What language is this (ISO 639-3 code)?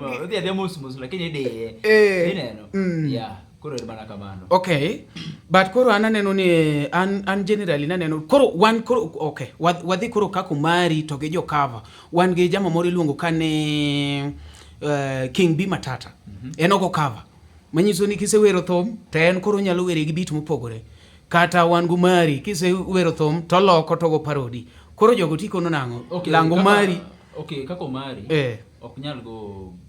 luo